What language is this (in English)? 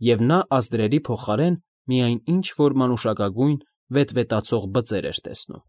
Armenian